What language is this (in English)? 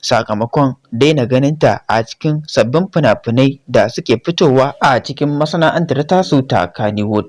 Hausa